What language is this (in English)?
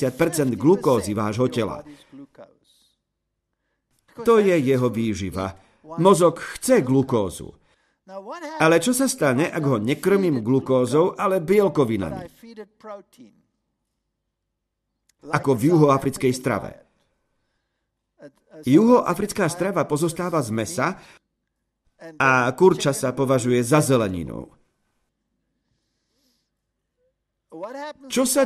Slovak